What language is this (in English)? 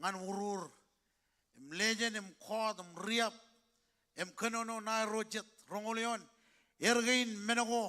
Marshallese